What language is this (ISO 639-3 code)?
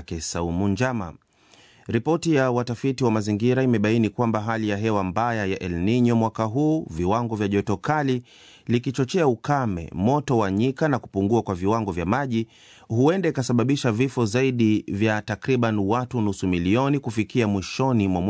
swa